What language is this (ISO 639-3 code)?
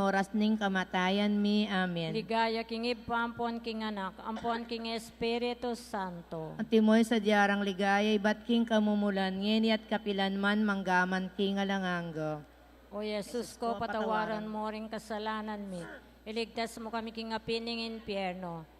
pam